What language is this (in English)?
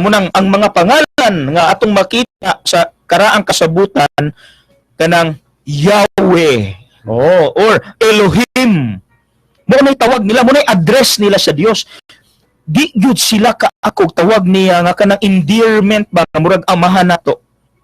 Cebuano